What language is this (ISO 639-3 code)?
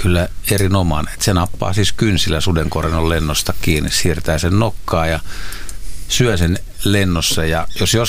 fin